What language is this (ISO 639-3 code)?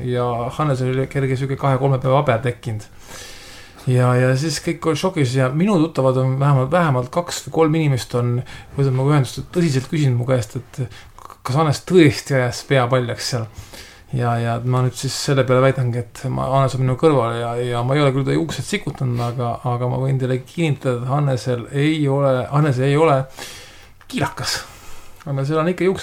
est